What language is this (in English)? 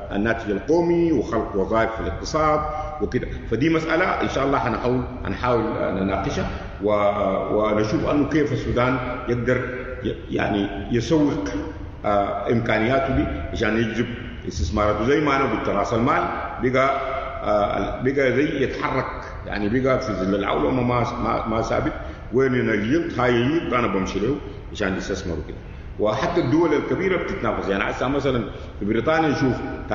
Sudanese Arabic